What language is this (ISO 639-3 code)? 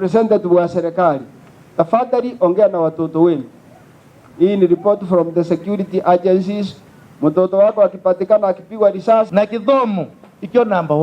mer